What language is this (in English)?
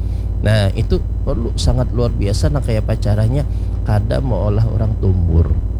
Banjar